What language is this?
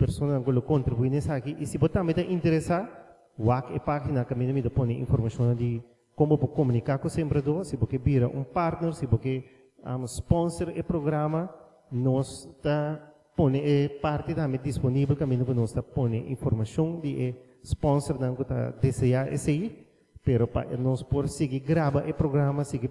Papiamento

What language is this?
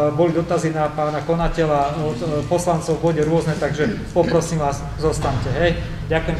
Slovak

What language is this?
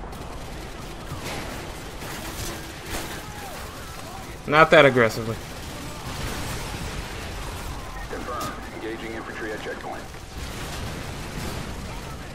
English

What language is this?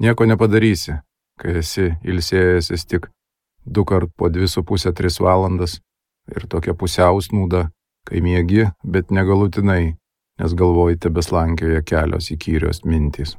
Lithuanian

